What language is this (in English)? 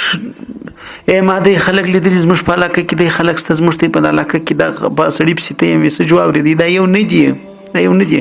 Pashto